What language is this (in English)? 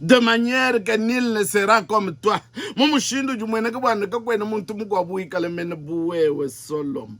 Luba-Lulua